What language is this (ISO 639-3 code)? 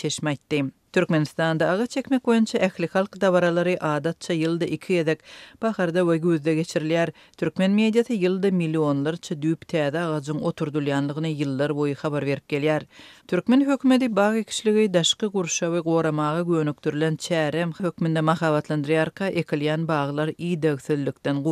tuk